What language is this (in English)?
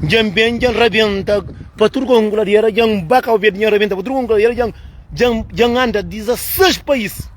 Kabuverdianu